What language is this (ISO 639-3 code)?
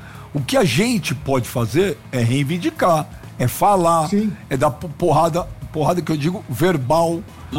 por